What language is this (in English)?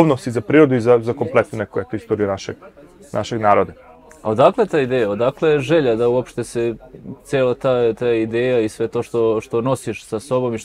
Serbian